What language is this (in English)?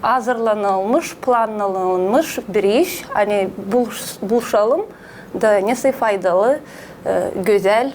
Gagauz